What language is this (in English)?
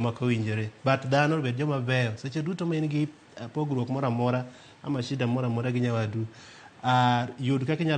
Luo (Kenya and Tanzania)